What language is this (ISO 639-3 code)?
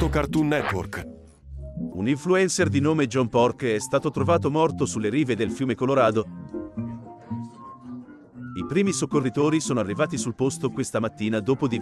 ita